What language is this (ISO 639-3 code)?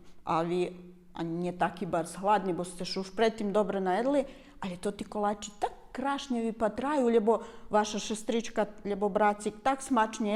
rue